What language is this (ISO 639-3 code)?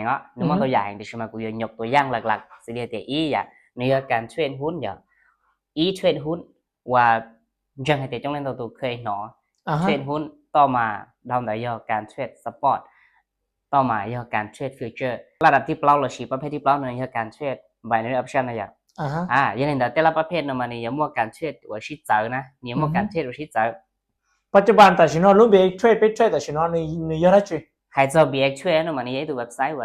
hmn